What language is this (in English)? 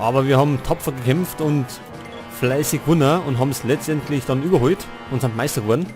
Bavarian